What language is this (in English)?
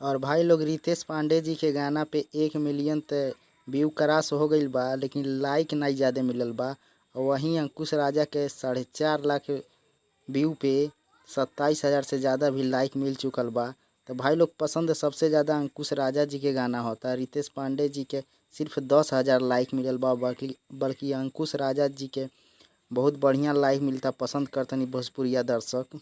Bhojpuri